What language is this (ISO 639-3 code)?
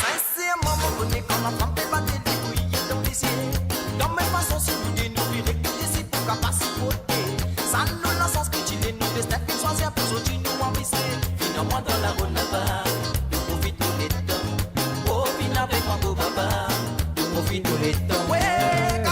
mfe